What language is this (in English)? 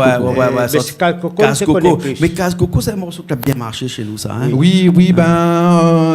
Réunion Creole French